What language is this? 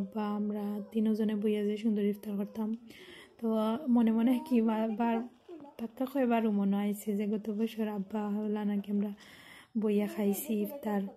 Sylheti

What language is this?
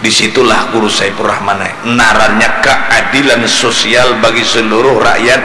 Banjar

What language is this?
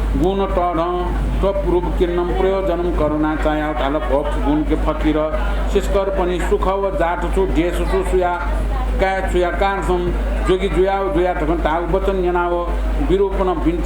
Newari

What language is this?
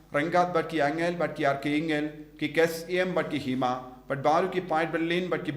Khasi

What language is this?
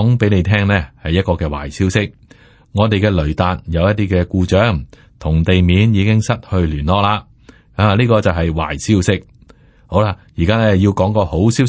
Cantonese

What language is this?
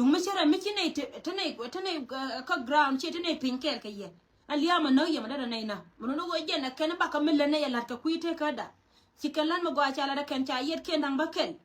Nuer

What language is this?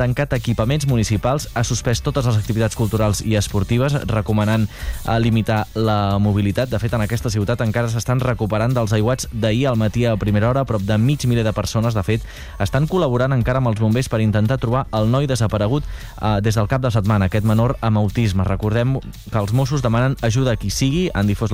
Catalan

